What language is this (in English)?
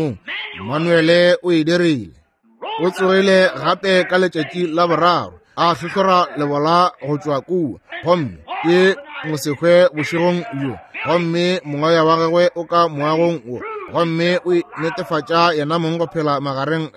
Northern Sotho